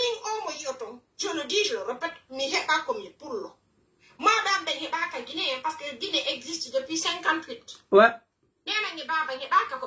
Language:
Pular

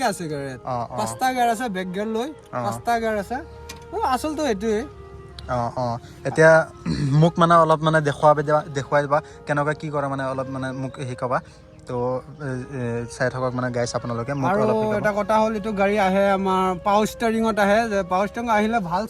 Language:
Assamese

